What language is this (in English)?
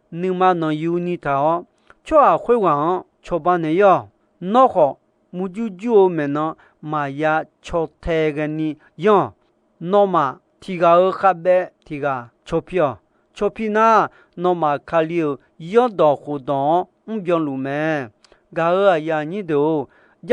Akha